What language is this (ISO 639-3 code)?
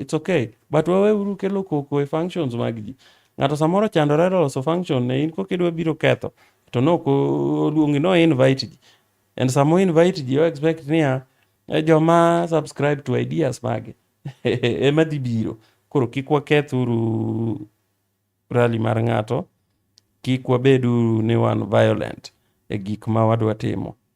luo